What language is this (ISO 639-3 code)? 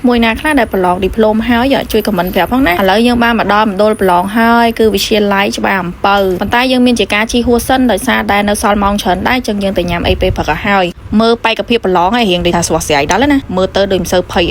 khm